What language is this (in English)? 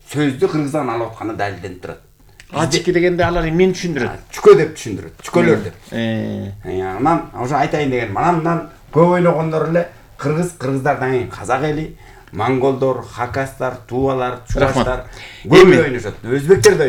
Kyrgyz